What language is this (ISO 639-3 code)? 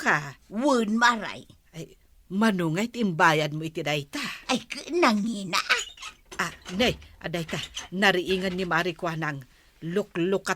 ilo